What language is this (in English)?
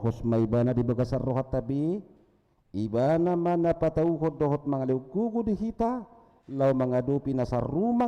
Batak Toba